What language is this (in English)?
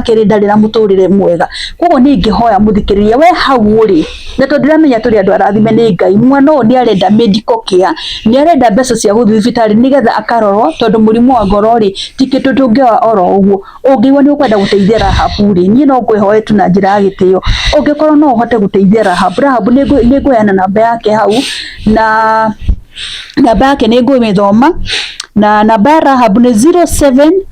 Kikuyu